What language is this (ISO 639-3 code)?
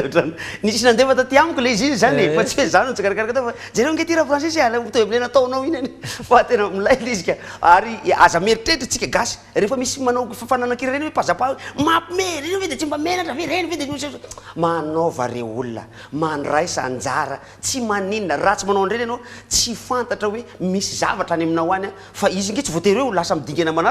mlg